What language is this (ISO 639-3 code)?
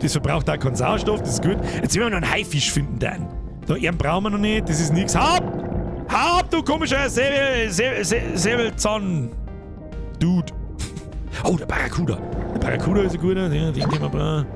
bar